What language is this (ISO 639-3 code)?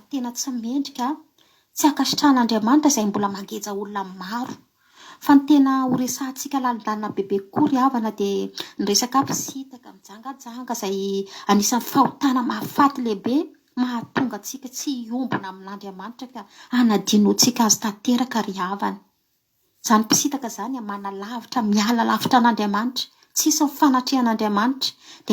mlg